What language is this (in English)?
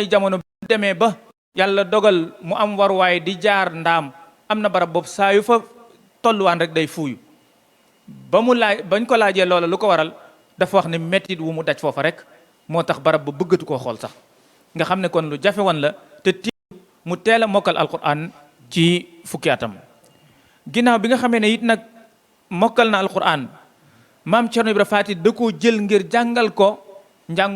Wolof